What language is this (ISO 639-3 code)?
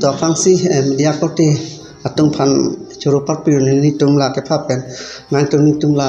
mjw